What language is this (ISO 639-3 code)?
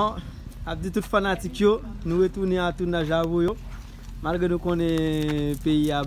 hat